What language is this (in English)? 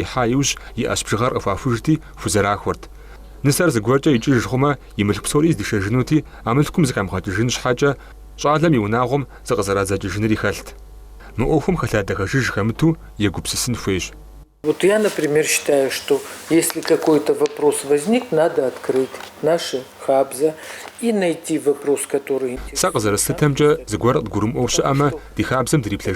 Kabardian